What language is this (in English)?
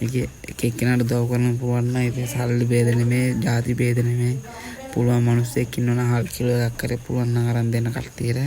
Sinhala